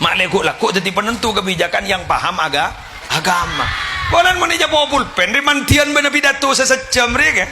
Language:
Madurese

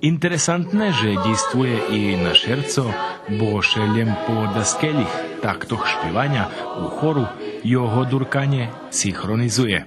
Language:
Rusyn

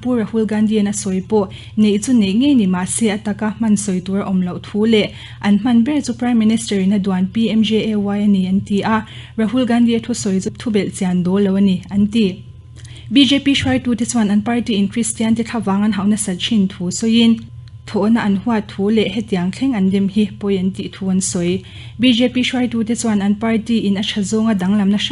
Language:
Mizo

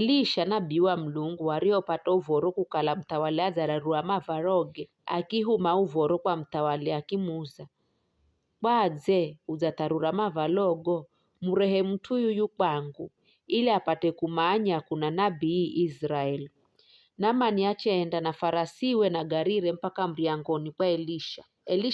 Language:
Giryama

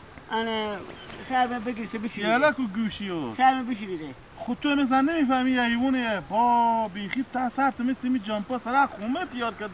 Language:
Hazaragi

